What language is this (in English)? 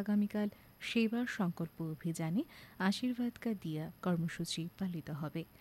Bangla